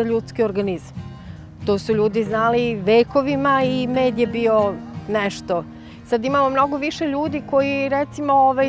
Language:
Serbian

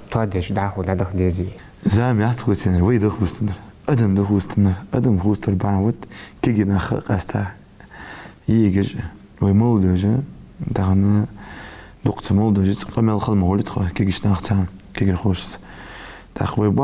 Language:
Ingush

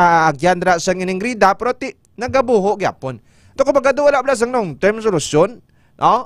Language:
Hiligaynon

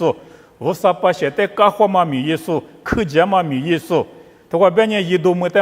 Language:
Lisu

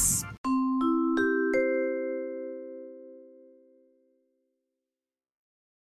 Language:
Japanese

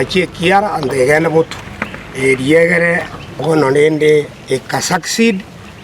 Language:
Gusii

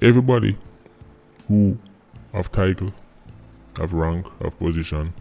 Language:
Jamaican Creole English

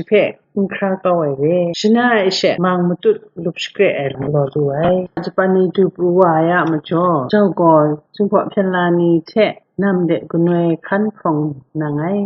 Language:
Kachin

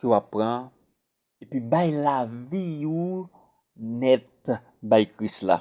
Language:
Haitian Creole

